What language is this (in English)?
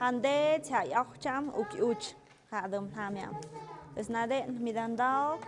Tlahuitoltepec Mixe